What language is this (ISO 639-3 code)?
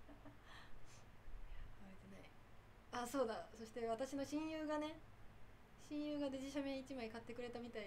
jpn